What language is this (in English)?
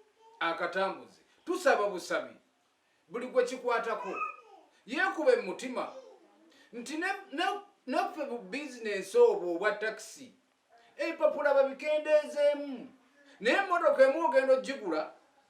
Ganda